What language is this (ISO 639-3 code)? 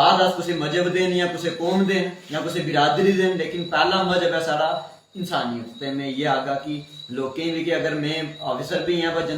doi